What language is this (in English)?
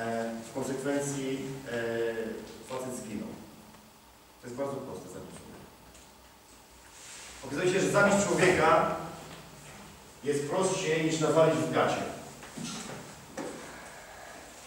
Polish